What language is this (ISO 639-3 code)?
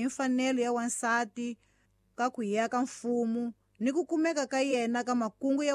tso